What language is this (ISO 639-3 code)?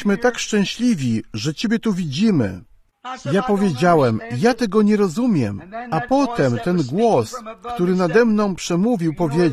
pol